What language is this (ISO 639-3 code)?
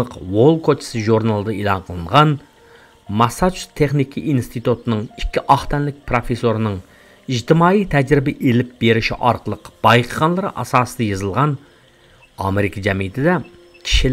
uig